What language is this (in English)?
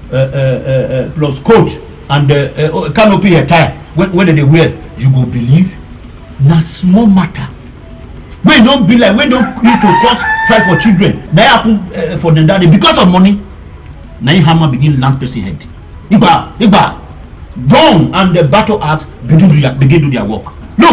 Nigerian Pidgin